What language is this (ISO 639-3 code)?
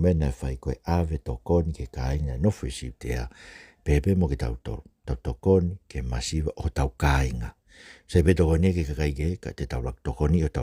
ton